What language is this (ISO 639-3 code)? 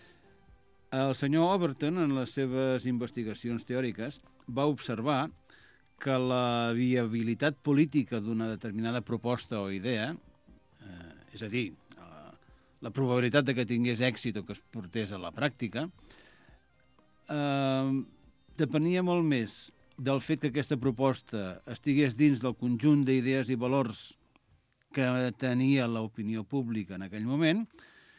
cat